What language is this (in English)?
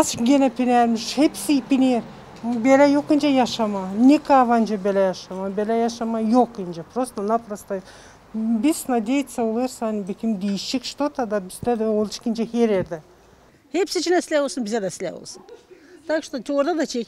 Gagauz